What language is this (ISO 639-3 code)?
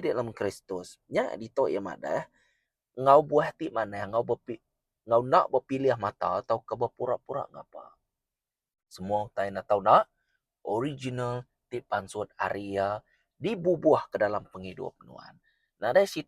iba